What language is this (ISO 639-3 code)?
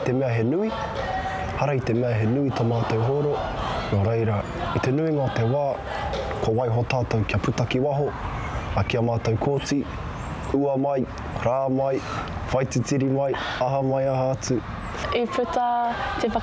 mri